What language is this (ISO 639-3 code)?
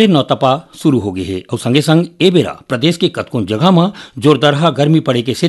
hne